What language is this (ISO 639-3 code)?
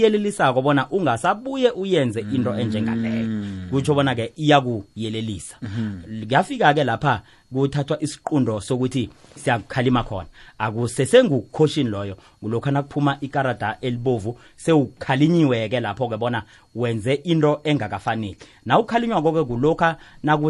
nbl